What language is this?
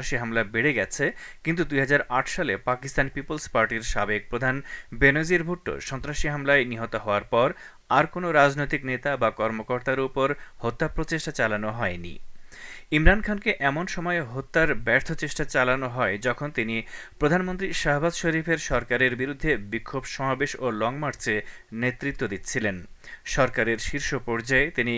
Bangla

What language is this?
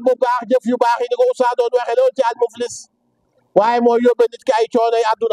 Wolof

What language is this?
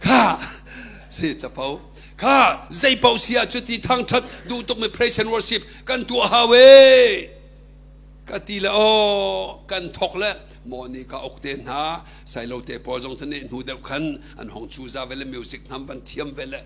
Hakha Chin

